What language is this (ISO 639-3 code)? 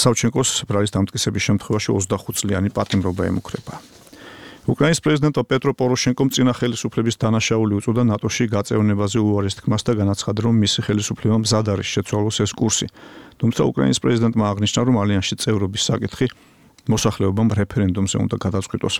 kat